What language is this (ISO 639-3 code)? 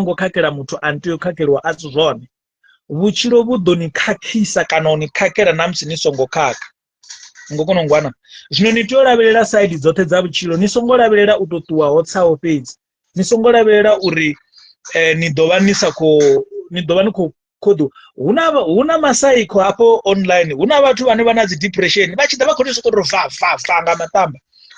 ven